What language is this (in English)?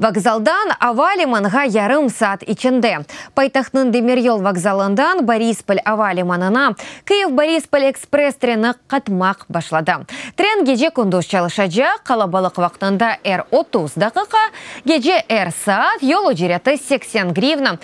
Crimean Tatar